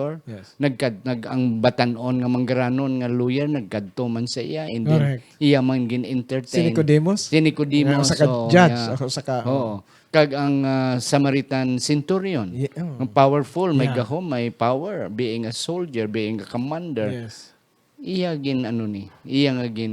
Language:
Hiligaynon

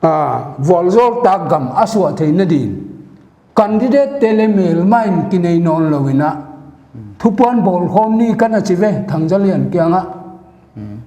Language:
Paite Chin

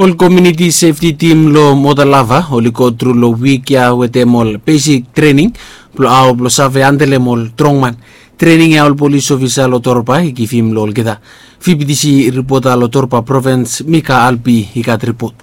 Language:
Bislama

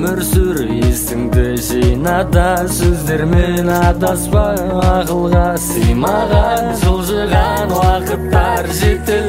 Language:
Kazakh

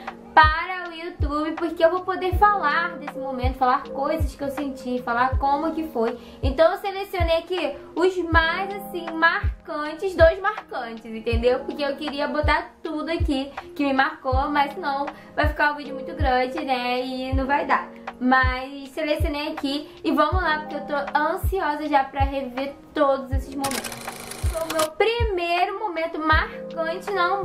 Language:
Portuguese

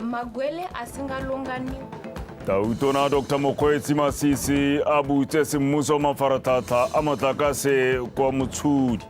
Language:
Tswana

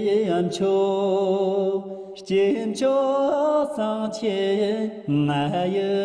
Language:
Tibetan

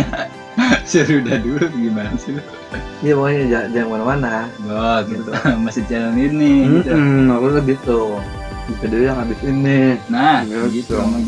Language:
Betawi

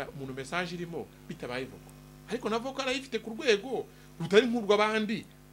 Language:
Kinyarwanda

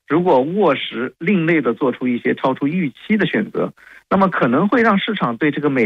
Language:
Chinese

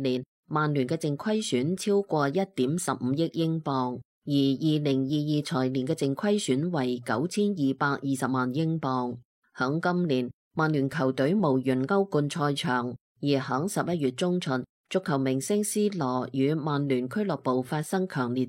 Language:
Cantonese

